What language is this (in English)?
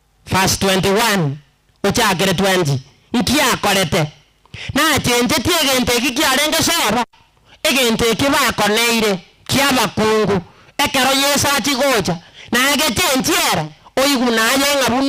Gusii